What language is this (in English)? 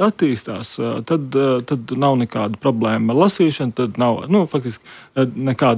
Latvian